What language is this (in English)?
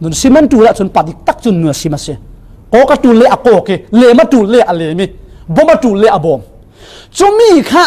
Falam Chin